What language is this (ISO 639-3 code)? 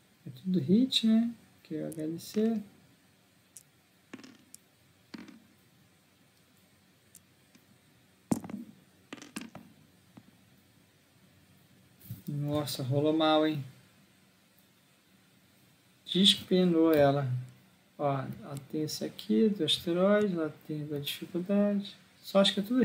por